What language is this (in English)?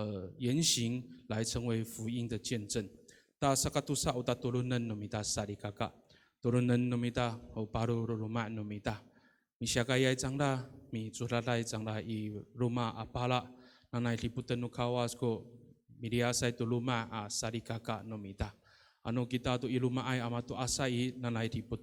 Amis